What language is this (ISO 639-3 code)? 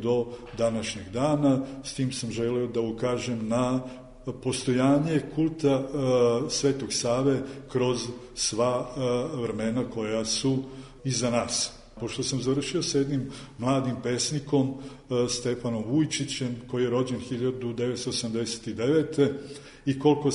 srp